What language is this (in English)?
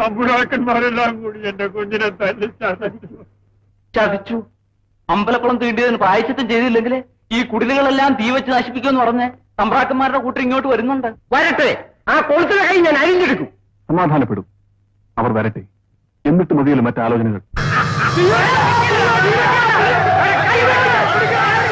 Malayalam